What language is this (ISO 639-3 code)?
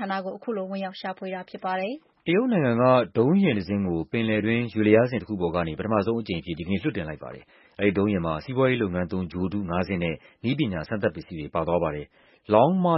mya